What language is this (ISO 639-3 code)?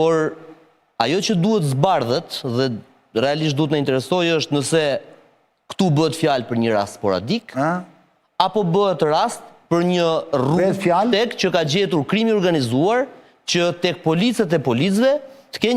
sqi